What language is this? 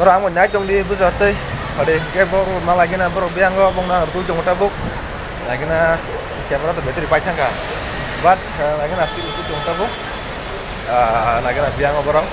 Kok Borok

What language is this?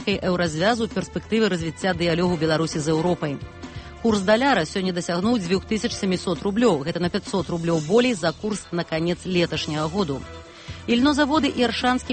Belarusian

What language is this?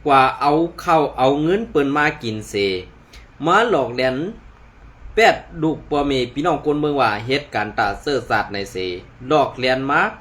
Shan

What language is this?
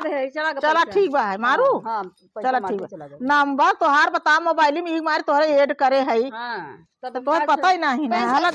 Awadhi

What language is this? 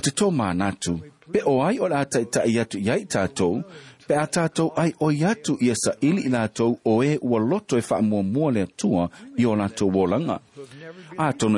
Samoan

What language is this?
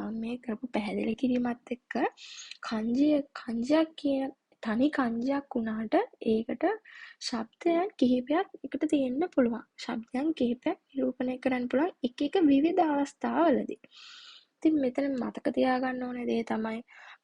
Sinhala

